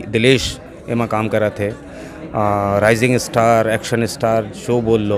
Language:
Chhattisgarhi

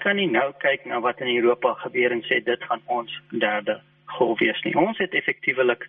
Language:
Afrikaans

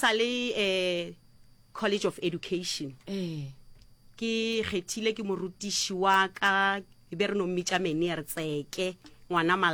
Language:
Northern Sotho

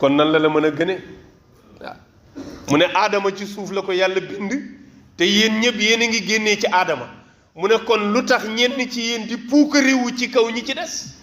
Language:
Wolof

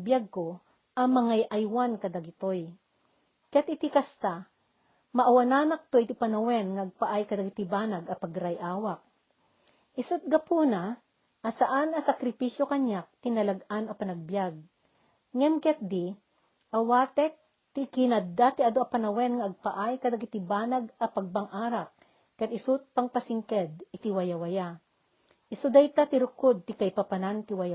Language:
Iloko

